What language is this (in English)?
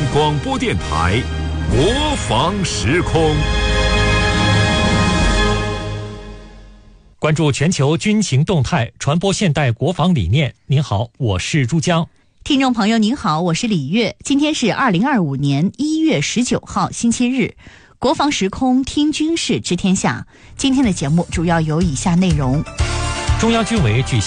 Chinese